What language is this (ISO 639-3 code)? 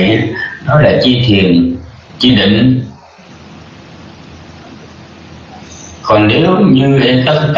vie